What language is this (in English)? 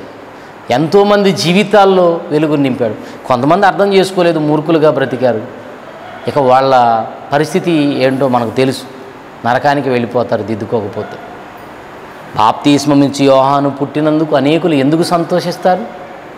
Telugu